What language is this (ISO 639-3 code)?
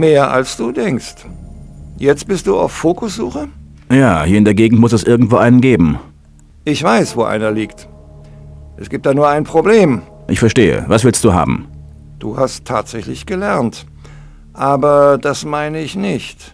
bar